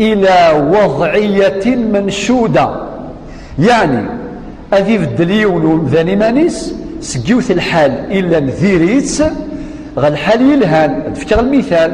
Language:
Kabyle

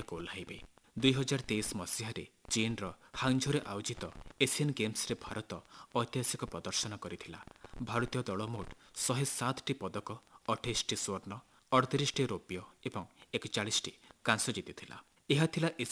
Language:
Odia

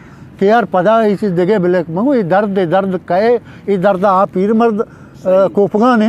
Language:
Eastern Balochi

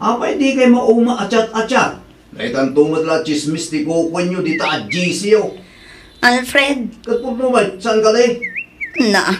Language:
Iloko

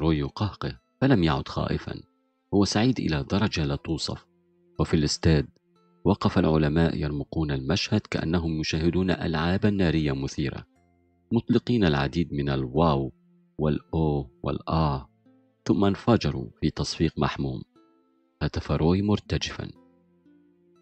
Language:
Arabic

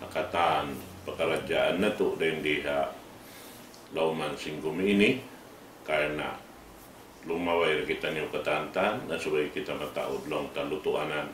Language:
Tausug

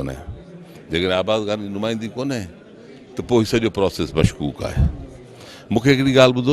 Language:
Sindhi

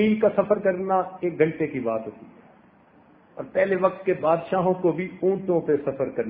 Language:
Urdu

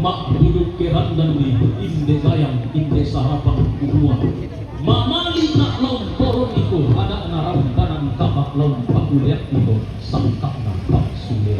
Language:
Toraja-Sa'dan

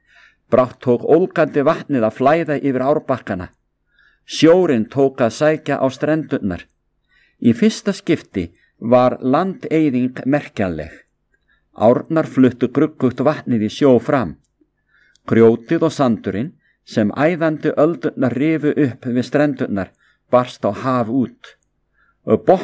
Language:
Icelandic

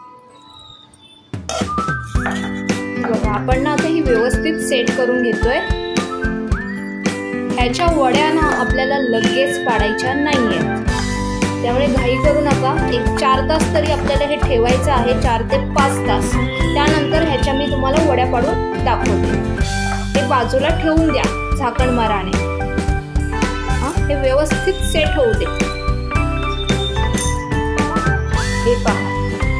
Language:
Marathi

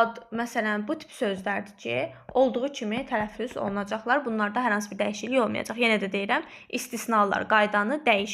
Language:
Azerbaijani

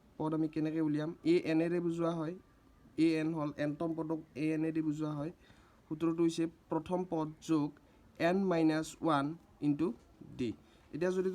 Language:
Assamese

